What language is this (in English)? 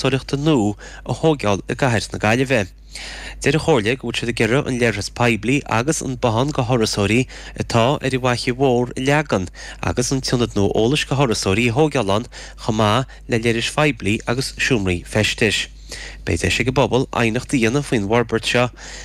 Irish